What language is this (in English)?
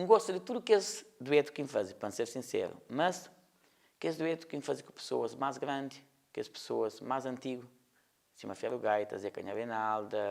Kabuverdianu